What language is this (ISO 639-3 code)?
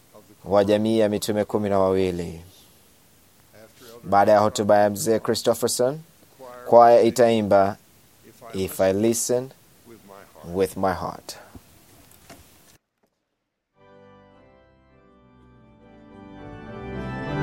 swa